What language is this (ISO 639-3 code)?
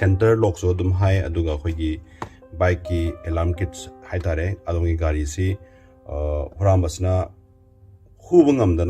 mni